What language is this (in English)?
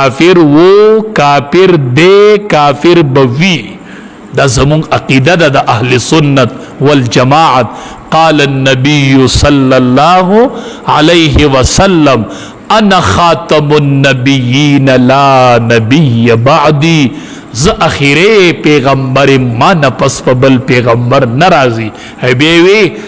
Pashto